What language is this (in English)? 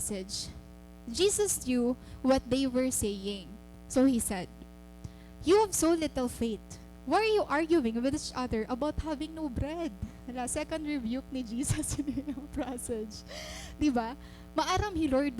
Waray